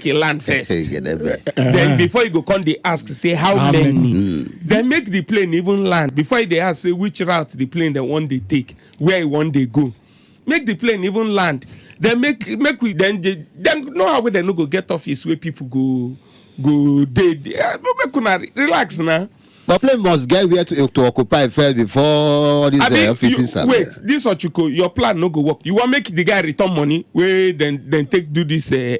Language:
Nigerian Pidgin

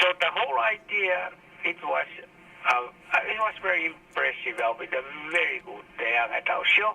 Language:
Tongan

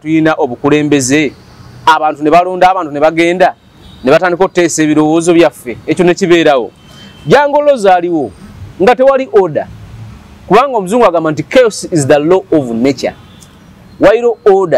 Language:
Ganda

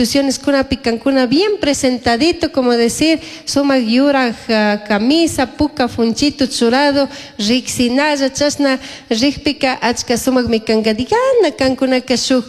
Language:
Chimborazo Highland Quichua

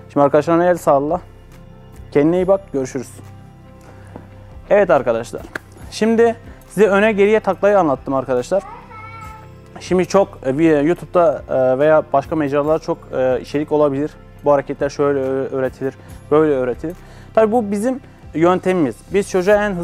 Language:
Turkish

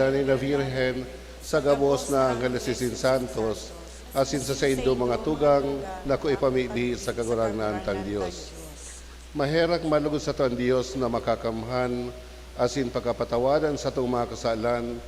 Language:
Bikol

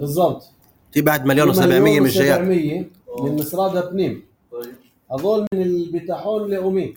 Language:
North Levantine Arabic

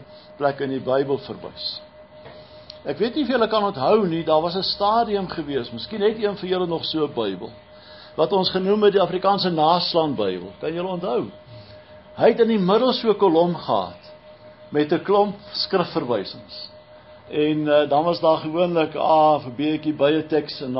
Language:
Afrikaans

